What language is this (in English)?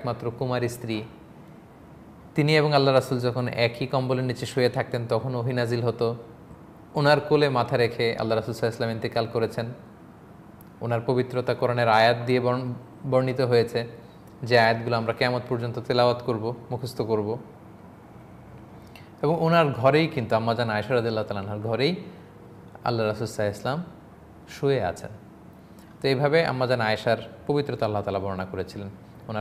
Bangla